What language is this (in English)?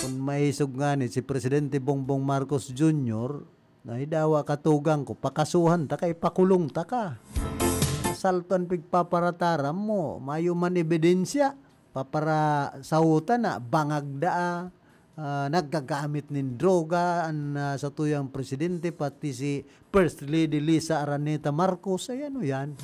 Bikol